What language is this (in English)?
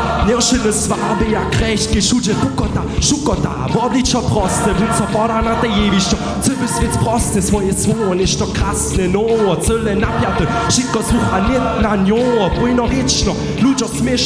Upper Sorbian